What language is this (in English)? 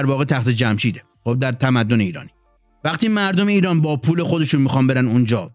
Persian